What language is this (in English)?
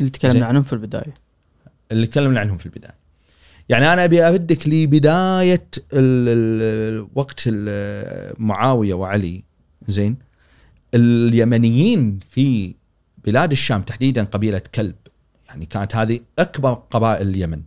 Gulf Arabic